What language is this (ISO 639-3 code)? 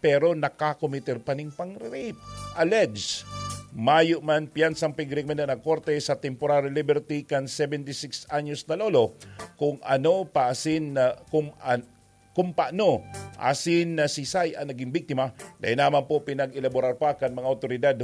bik